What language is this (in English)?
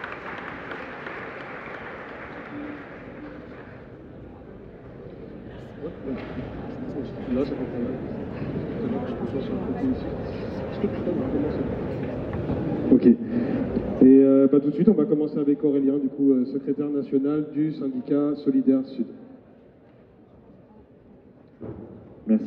French